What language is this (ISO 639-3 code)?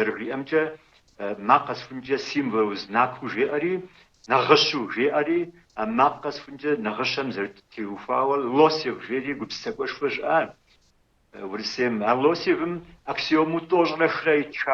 kbd